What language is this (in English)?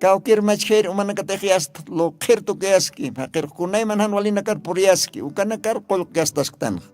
Aymara